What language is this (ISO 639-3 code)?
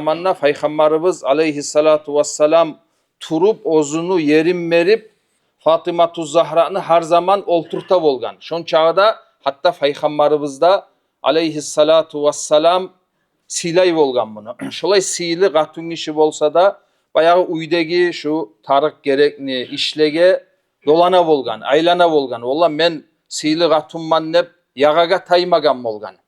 kum